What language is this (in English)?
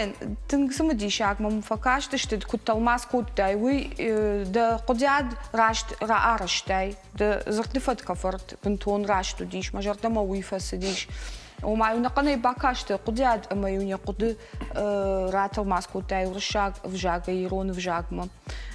Ossetic